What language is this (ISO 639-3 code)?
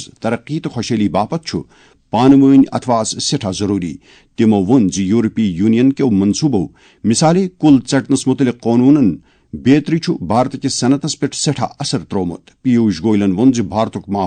kas